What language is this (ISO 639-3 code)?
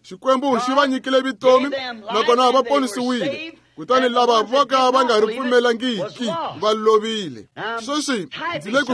tso